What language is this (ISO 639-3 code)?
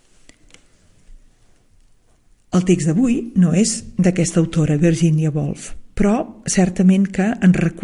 cat